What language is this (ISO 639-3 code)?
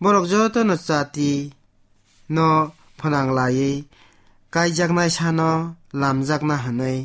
trp